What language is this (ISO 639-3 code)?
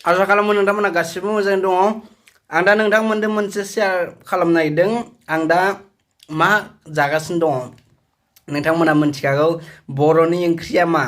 brx